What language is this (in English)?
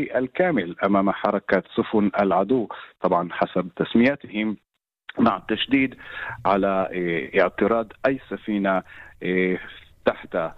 Arabic